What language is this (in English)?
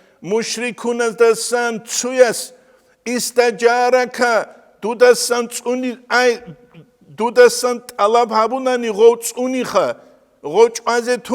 Avaric